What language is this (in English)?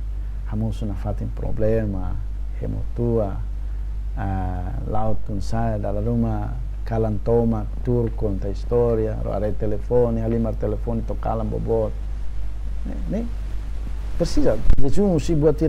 Tetum